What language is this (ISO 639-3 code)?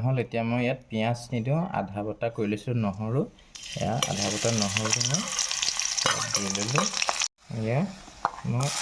asm